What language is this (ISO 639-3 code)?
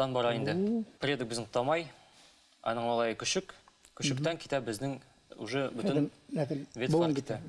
bak